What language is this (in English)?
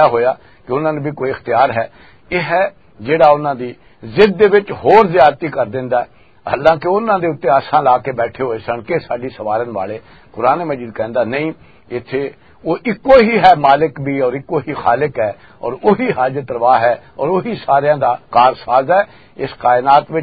Western Panjabi